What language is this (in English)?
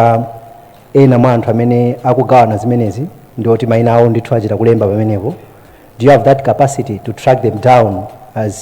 Nyanja